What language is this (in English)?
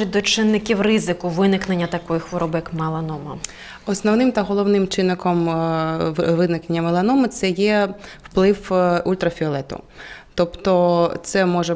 Ukrainian